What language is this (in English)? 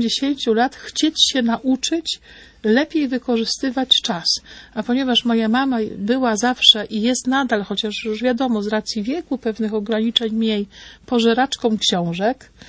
Polish